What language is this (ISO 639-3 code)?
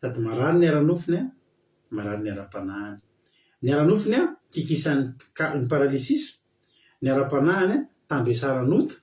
mlg